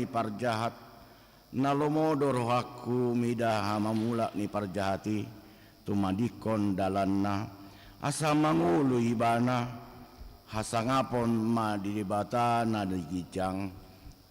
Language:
Batak Toba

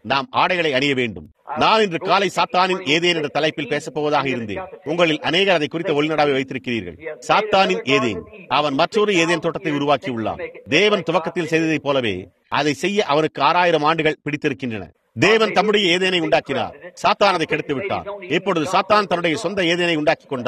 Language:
Tamil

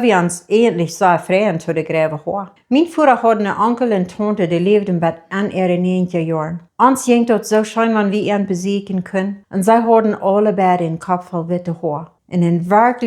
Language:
Plautdietsch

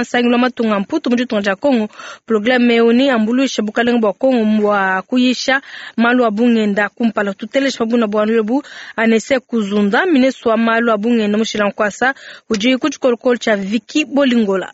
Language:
Luba-Lulua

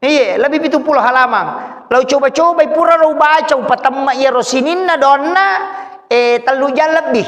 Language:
Buginese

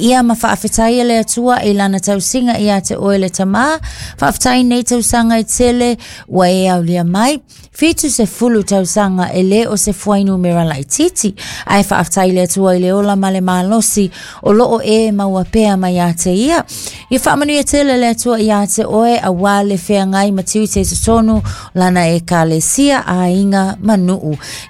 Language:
Samoan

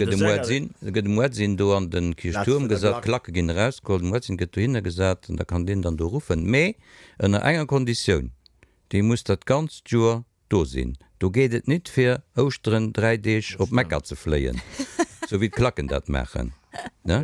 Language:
Luxembourgish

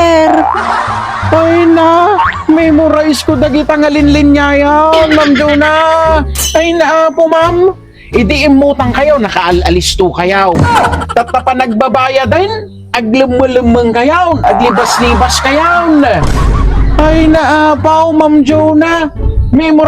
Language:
Iloko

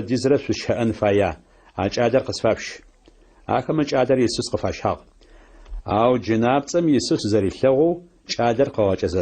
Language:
Adyghe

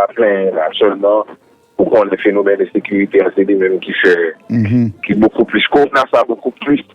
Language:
Haitian Creole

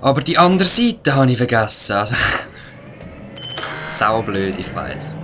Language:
Swiss German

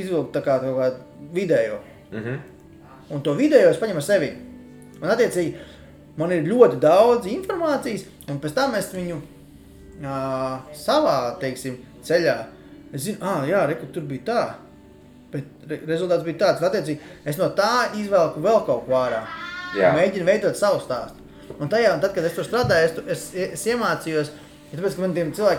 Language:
Latvian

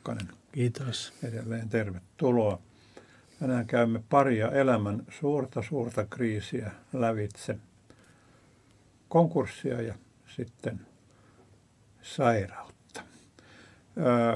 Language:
Finnish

